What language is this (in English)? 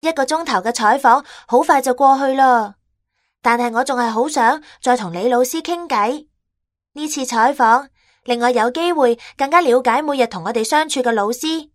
Cantonese